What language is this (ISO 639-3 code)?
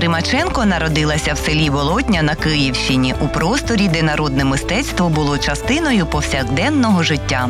ukr